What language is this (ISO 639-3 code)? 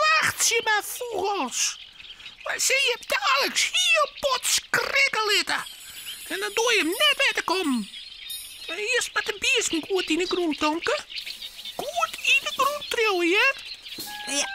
fry